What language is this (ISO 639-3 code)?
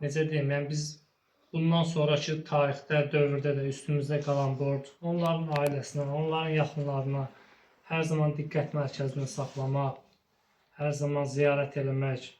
aze